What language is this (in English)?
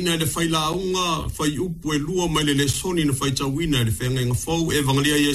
Samoan